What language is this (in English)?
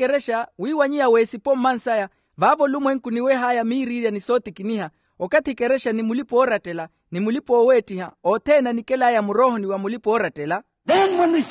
Makhuwa